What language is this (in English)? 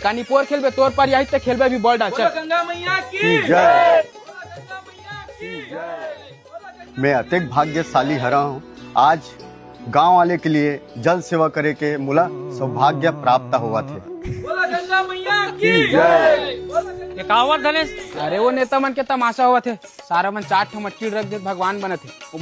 Chhattisgarhi